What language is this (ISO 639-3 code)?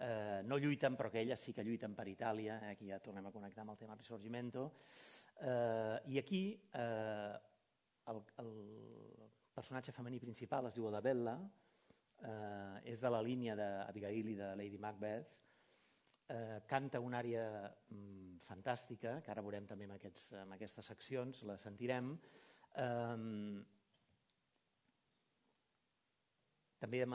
cat